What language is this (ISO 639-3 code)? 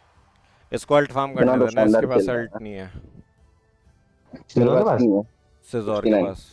hin